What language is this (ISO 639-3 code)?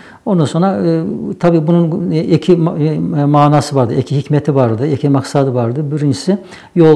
nog